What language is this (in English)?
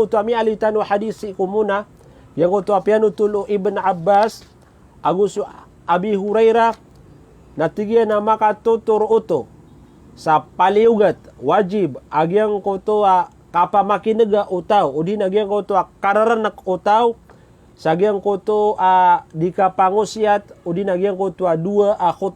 Maranao